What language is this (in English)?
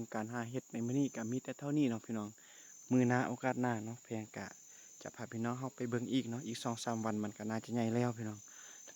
Lao